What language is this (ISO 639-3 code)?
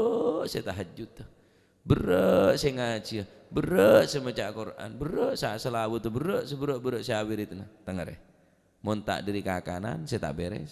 mad